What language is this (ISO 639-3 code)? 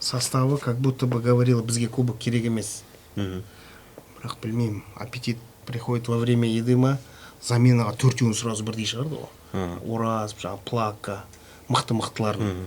kaz